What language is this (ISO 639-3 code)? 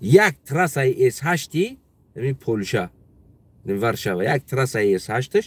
tgk